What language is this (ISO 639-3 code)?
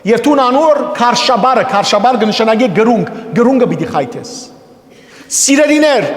hyw